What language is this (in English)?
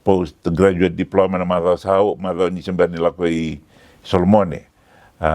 Fijian